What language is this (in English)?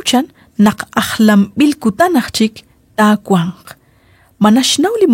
Kekchí